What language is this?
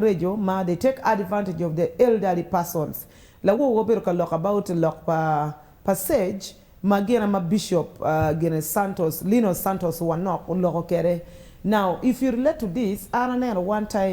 Acoli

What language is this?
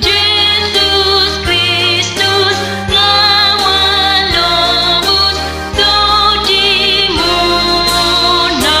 Batak Toba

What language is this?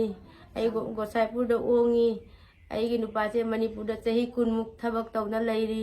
Manipuri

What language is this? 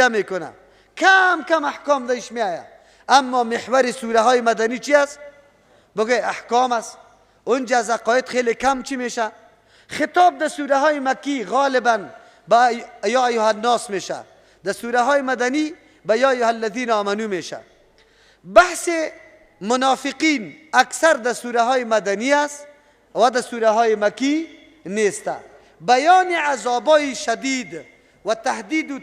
Persian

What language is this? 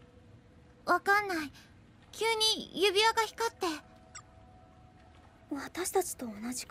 Japanese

